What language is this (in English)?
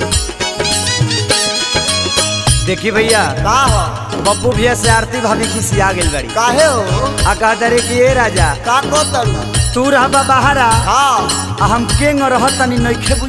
Bhojpuri